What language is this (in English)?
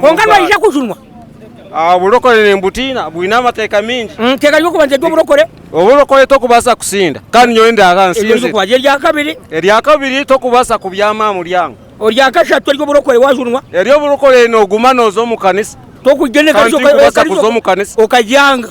Nyankole